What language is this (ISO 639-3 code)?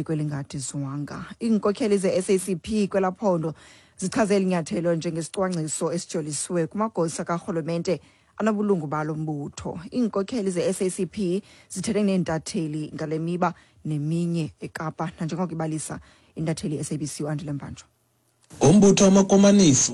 xho